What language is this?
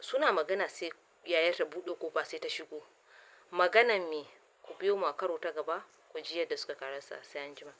Hausa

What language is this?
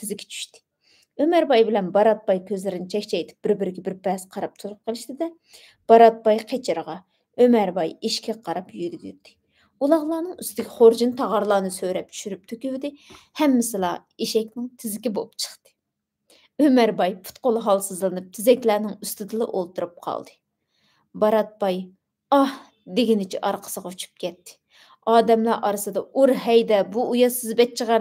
Uyghur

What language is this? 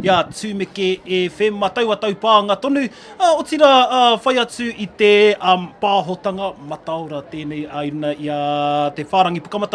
Māori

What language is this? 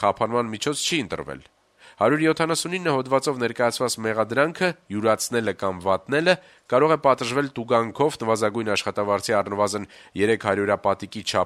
Armenian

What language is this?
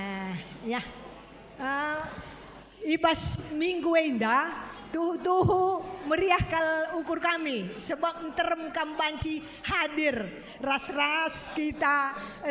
Batak Karo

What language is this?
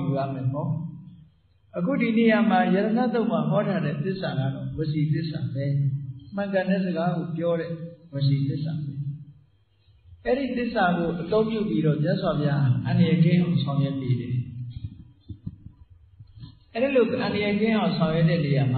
Burmese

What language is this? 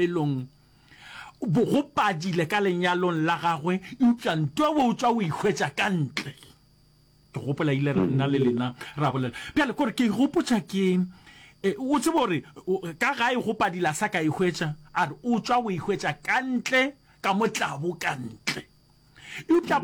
Northern Sotho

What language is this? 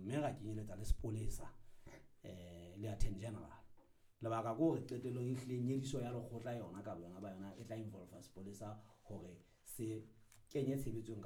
Southern Sotho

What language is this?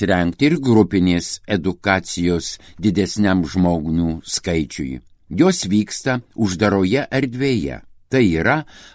Lithuanian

